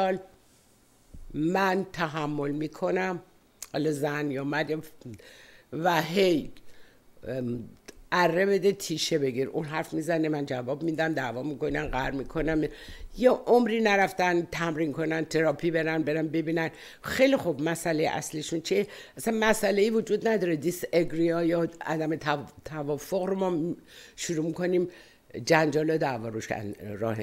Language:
Persian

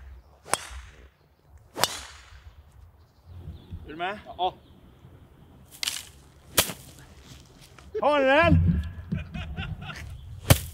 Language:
Swedish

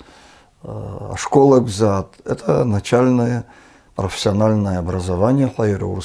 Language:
Abkhazian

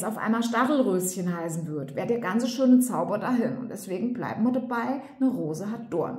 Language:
German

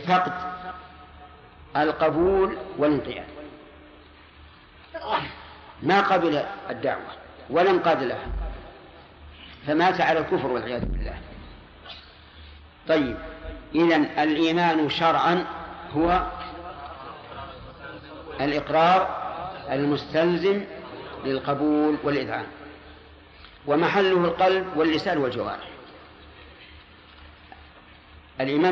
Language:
Arabic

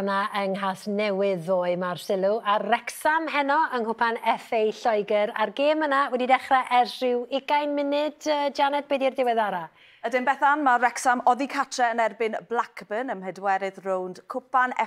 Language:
Welsh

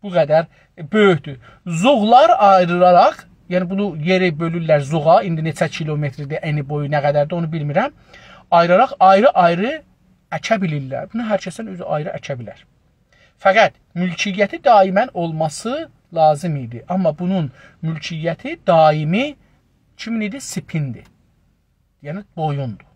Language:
South Azerbaijani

